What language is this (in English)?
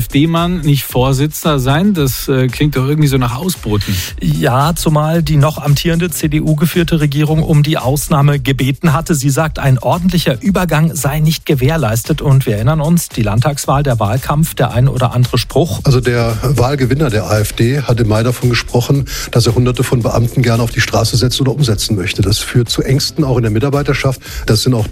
German